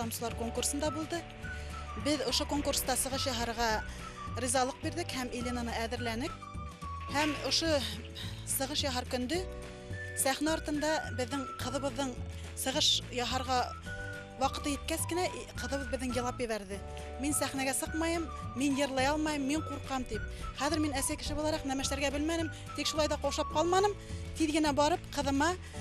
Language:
Bashkir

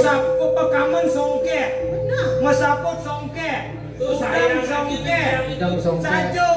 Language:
Balinese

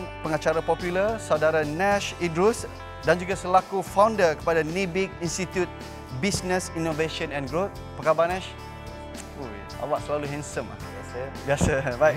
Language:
Malay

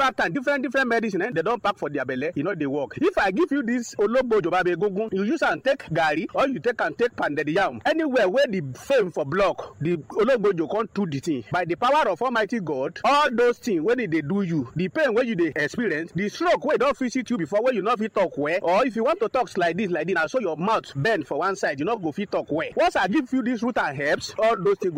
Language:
Nigerian Pidgin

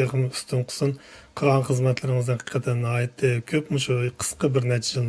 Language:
Uyghur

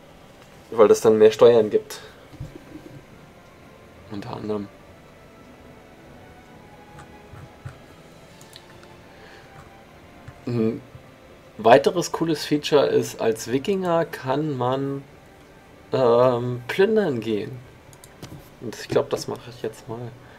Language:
German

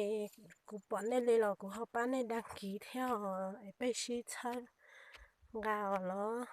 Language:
Hmong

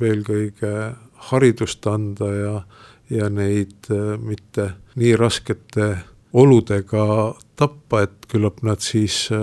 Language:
Estonian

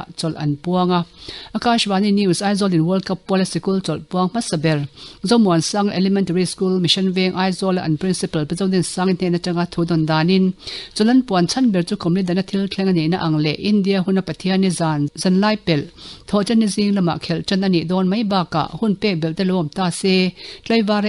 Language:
Mizo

